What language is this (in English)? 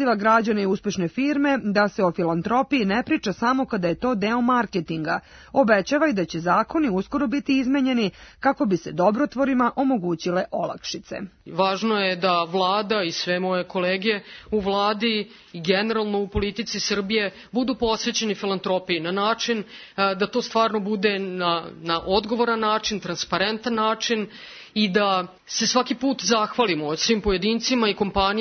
Serbian